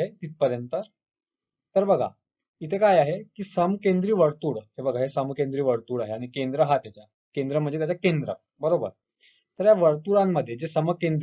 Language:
Marathi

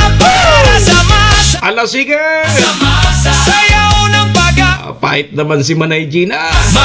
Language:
Bikol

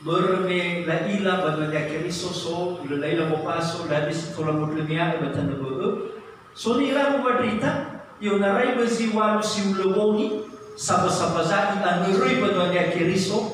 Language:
Nias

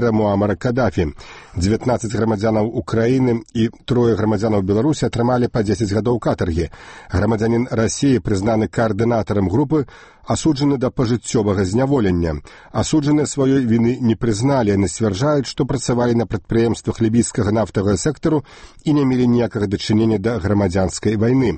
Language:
Belarusian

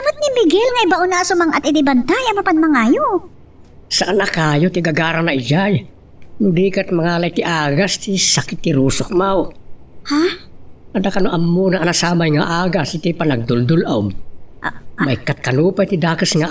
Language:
Iloko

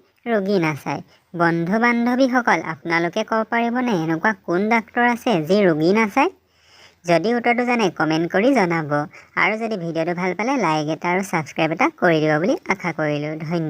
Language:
Assamese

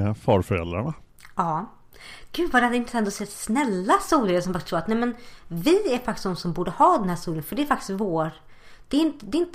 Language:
Swedish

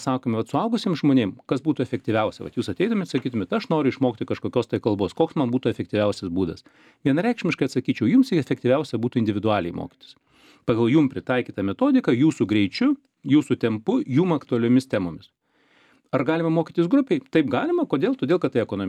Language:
Lithuanian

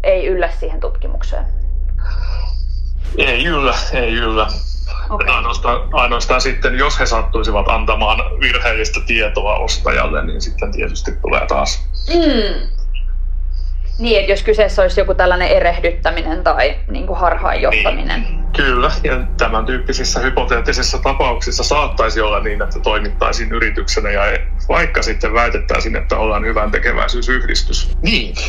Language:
Finnish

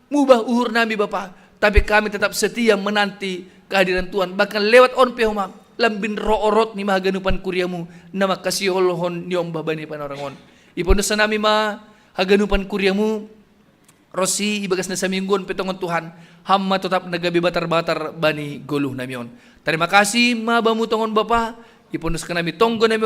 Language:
Batak Simalungun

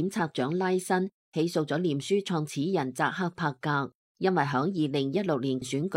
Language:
Cantonese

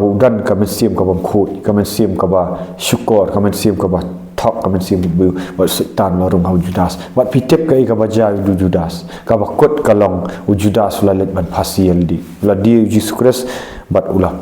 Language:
Khasi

